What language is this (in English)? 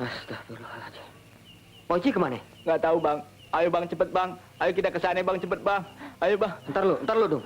Betawi